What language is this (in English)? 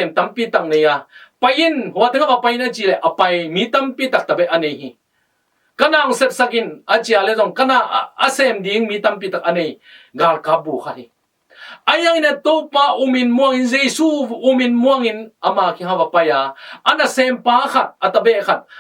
Tedim Chin